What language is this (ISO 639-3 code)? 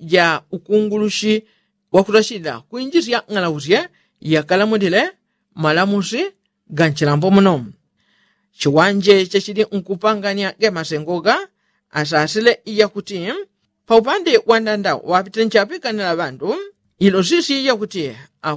yao